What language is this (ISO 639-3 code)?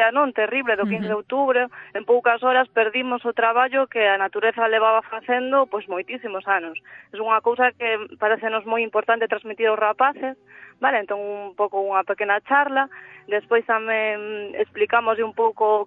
glg